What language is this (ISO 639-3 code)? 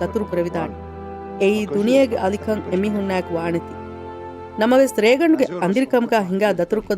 div